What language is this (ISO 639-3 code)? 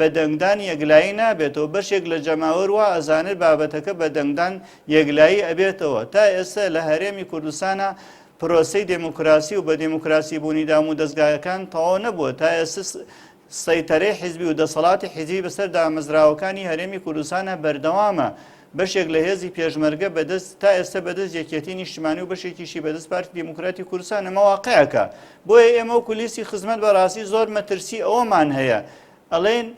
ckb